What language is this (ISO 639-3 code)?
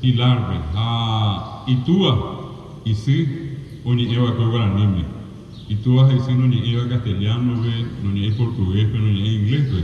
grn